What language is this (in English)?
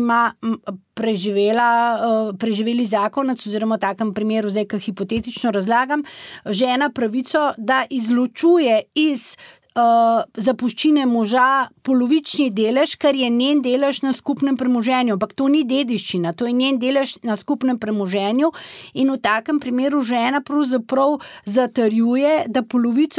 Slovenian